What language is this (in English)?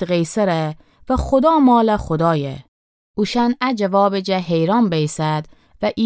Gilaki